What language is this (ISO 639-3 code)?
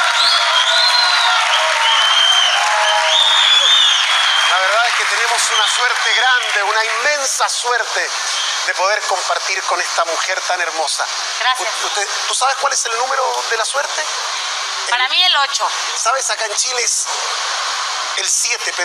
spa